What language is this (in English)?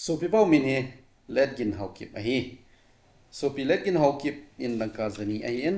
Thado Chin